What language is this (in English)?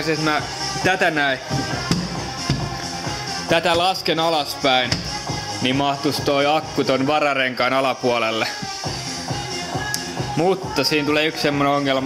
Finnish